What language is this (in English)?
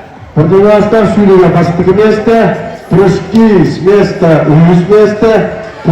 Yakut